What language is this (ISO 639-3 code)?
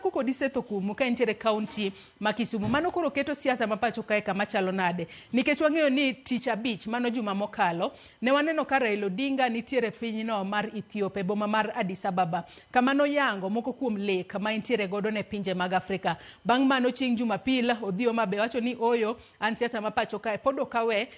luo